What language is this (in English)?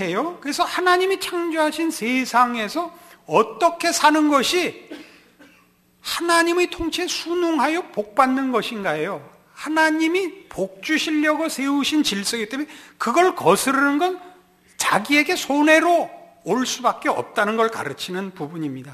Korean